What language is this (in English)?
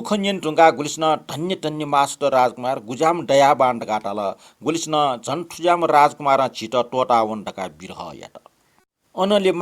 Newari